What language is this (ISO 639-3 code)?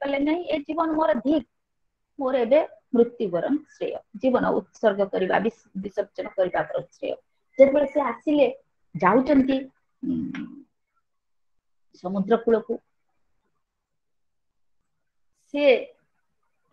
ori